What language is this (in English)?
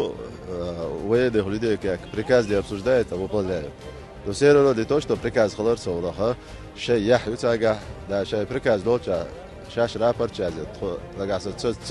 Chechen